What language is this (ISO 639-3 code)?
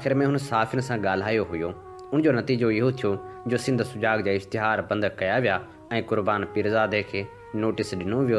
snd